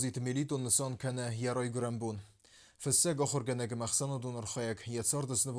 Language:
Ossetic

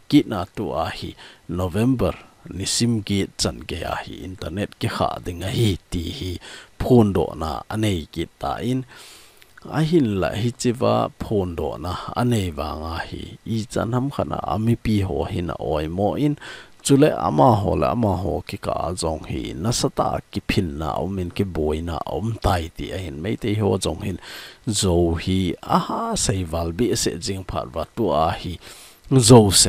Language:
Thado Chin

